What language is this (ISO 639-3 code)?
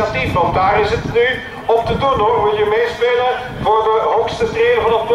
nld